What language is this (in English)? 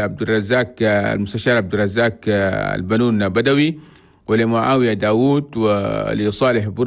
Chadian Arabic